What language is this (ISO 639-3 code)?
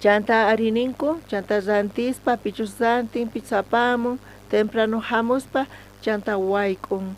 quh